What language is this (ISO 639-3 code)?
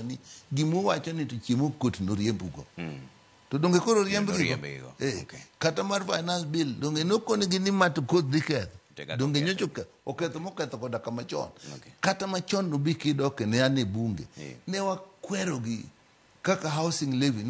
luo